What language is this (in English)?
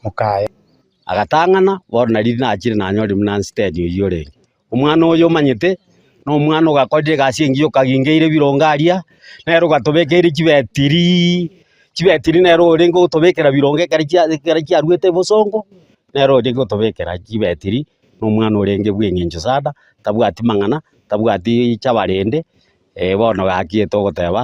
Gusii